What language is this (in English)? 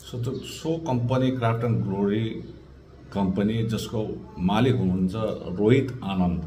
Nepali